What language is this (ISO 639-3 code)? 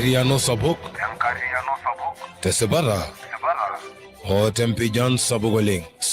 mas